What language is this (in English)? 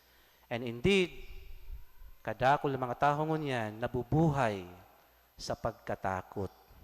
Bikol